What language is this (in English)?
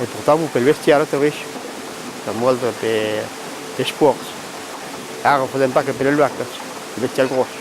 Occitan